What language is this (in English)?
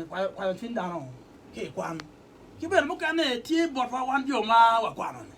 Acoli